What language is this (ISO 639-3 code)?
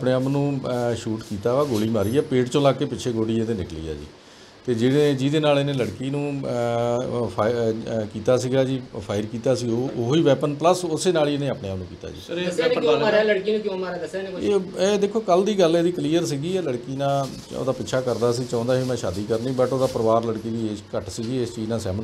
pan